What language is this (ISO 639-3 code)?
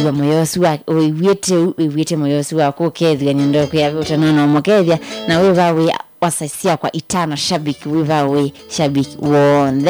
kam